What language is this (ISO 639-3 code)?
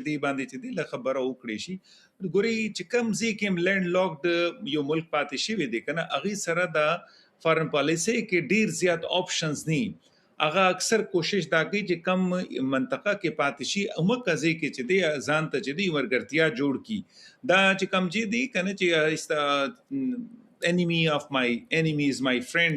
pus